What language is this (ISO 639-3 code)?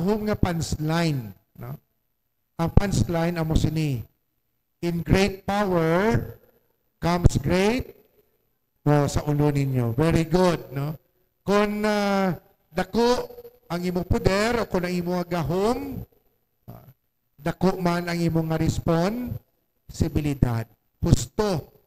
hil